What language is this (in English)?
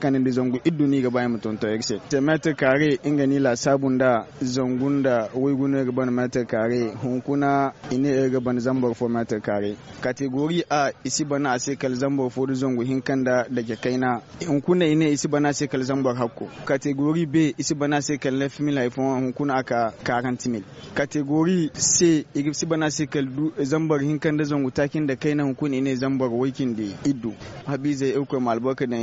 Zarma